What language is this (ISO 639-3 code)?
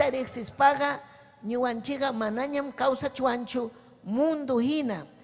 quy